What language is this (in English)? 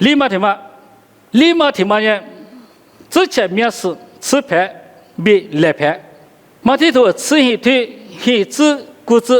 Lisu